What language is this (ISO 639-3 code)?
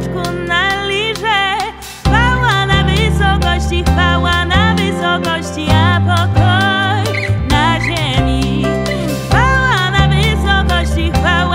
pol